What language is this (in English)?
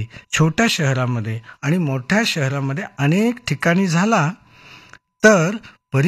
Marathi